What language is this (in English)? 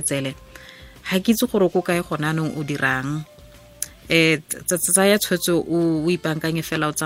Tswana